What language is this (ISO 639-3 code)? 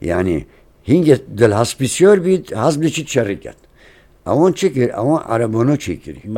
kur